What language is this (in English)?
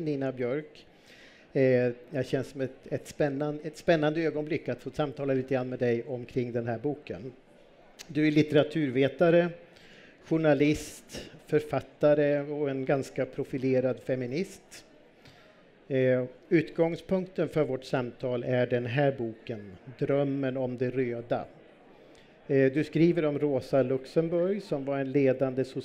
Swedish